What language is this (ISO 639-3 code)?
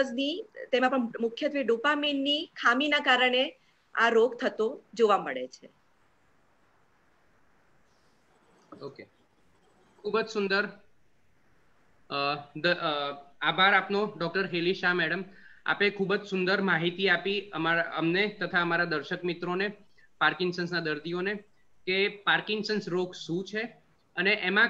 guj